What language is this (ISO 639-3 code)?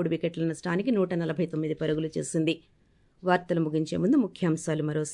tel